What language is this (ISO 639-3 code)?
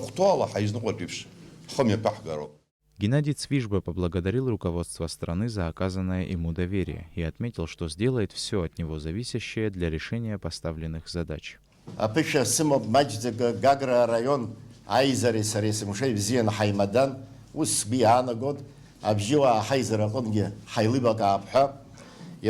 abk